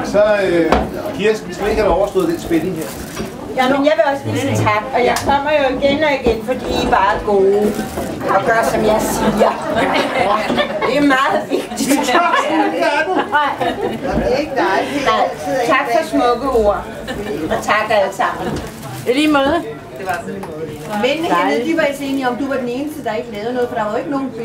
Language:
Danish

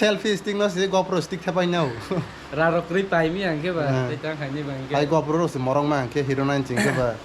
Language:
Kok Borok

